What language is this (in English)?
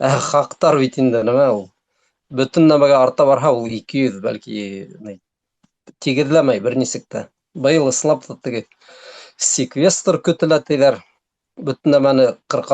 Bashkir